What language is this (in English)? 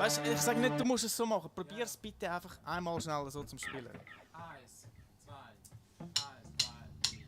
Swiss German